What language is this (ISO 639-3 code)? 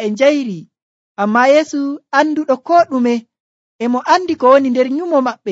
fuv